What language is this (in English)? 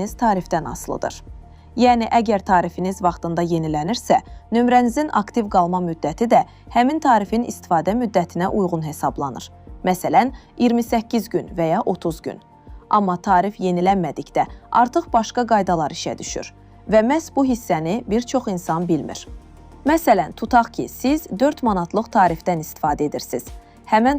Azerbaijani